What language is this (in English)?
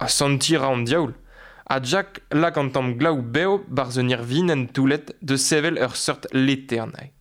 Breton